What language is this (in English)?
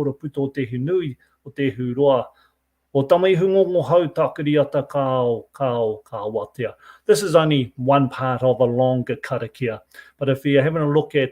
Māori